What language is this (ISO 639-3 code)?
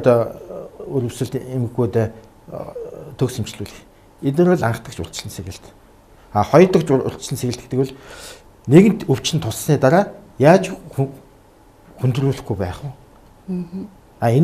mon